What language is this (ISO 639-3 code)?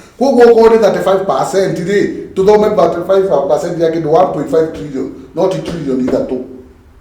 kik